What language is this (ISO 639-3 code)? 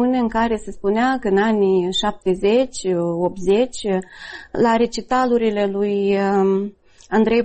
ron